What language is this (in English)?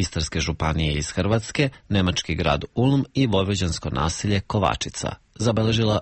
Serbian